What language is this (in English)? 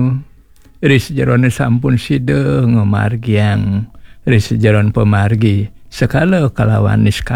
Balinese